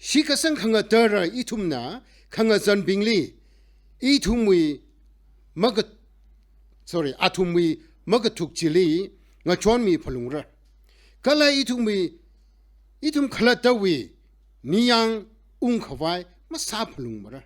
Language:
Tangkhul Naga (India)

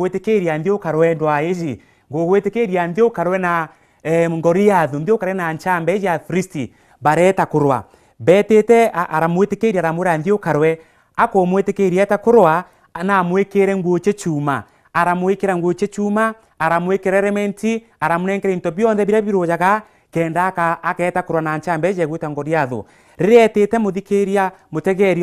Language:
Meru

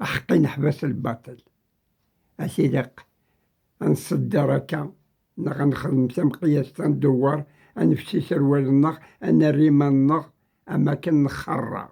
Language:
Kabyle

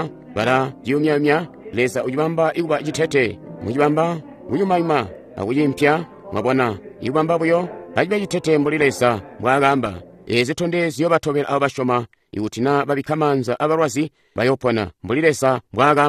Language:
Tonga (Zambia)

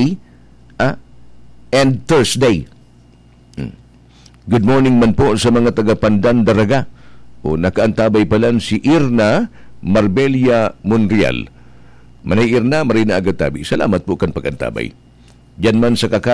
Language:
Bikol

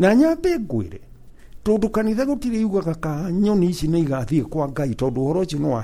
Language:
Kikuyu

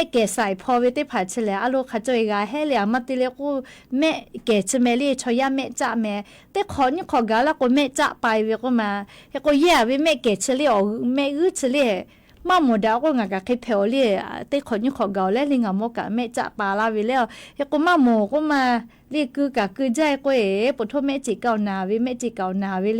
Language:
Lahu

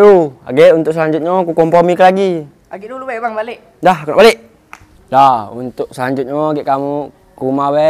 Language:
Musi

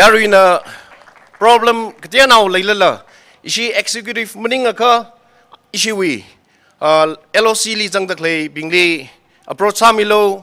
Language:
Tangkhul Naga (India)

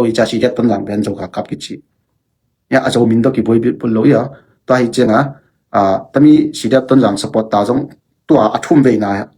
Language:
Tedim Chin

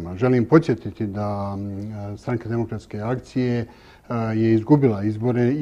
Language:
Bosnian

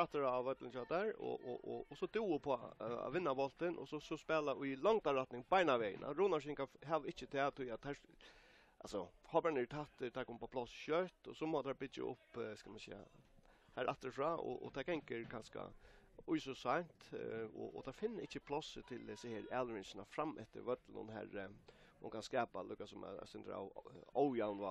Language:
Faroese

